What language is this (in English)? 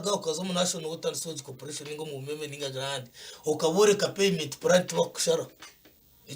Nyankole